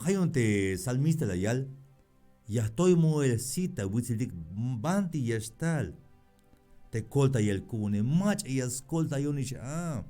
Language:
Tzeltal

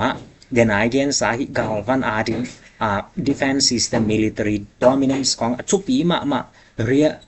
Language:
Tedim Chin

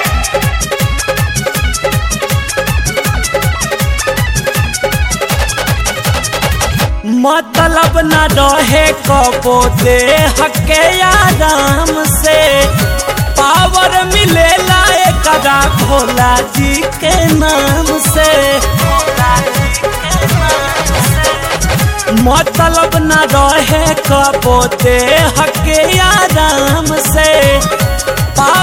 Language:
Bhojpuri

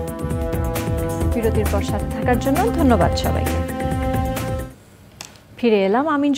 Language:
Bangla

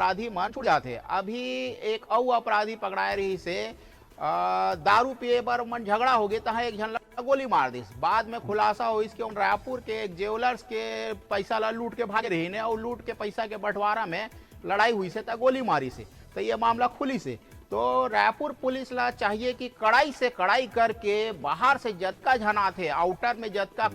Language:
Chhattisgarhi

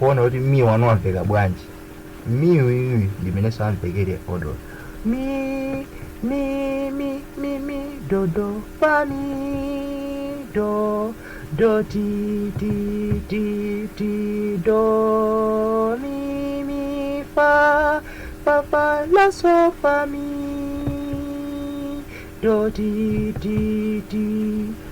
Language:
Nyanja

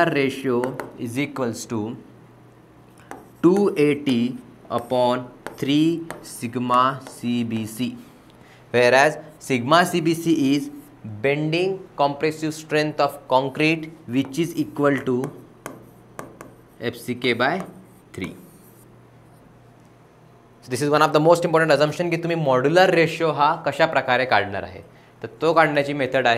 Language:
Marathi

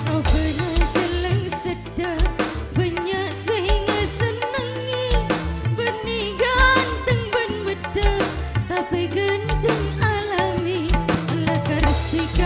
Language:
Madurese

